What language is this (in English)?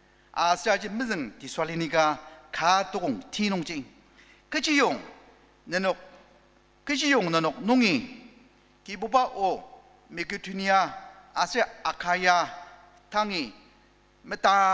Ao Naga